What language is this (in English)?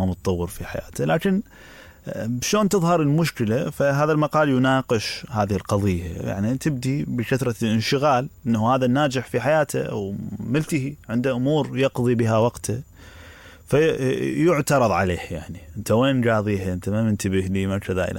Mesopotamian Arabic